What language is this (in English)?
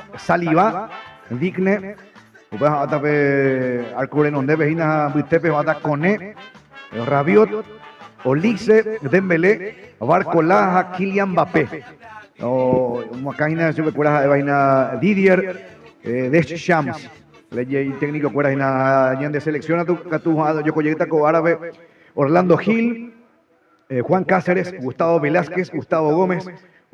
Guarani